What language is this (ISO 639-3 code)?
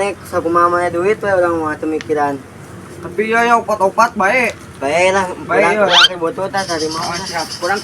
sun